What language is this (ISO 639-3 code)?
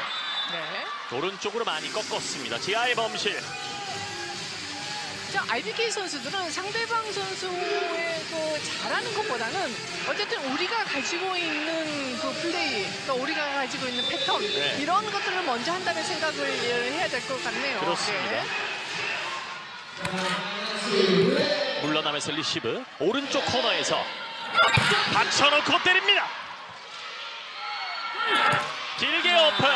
kor